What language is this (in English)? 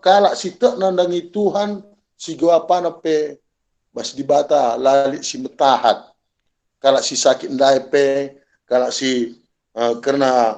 Batak Karo